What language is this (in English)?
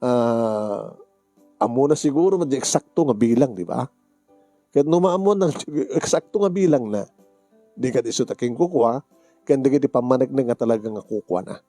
Iloko